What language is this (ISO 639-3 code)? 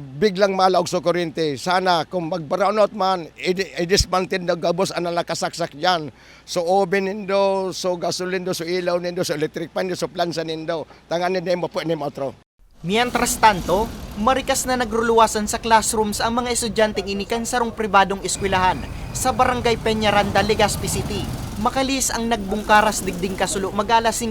bik